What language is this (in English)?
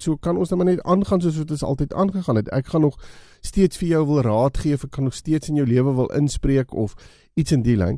Afrikaans